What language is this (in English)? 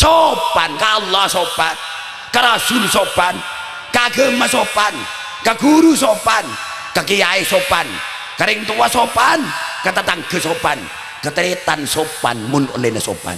Madurese